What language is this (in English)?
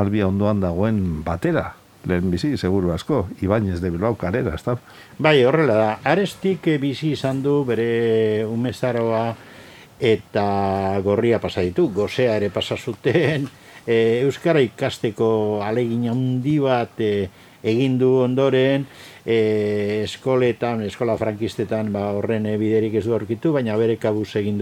Basque